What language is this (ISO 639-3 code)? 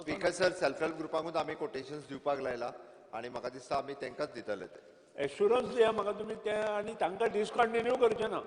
kok